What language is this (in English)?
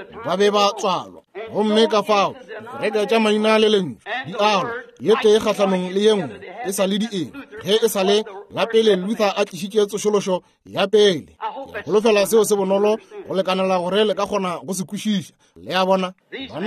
Northern Sotho